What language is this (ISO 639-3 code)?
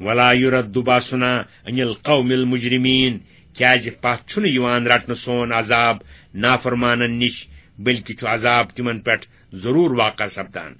kas